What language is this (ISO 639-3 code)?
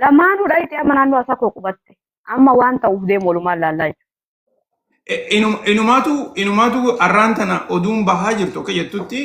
orm